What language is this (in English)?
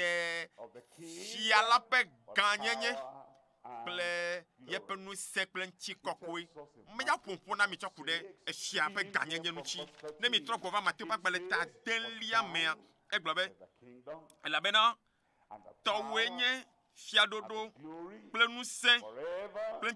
Ewe